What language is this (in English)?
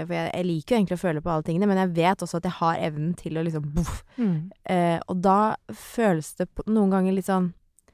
Norwegian